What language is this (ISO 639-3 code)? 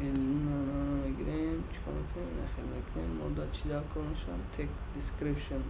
tgk